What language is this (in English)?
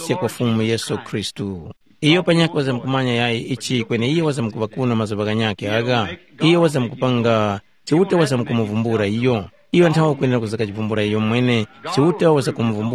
Tumbuka